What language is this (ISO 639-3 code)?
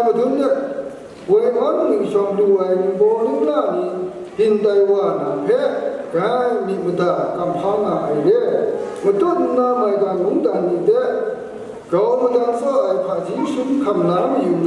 kac